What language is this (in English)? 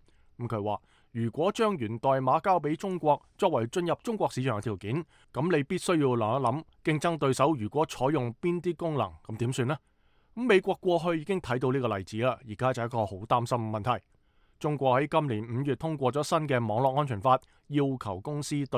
Cantonese